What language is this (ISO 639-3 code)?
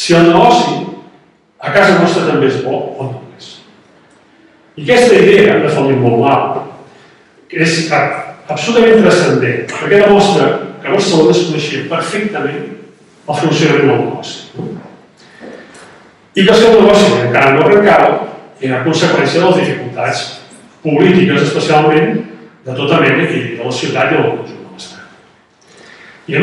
cat